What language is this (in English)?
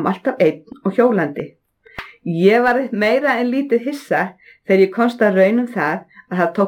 Icelandic